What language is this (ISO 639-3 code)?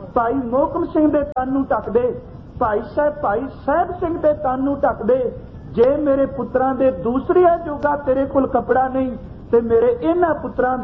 pan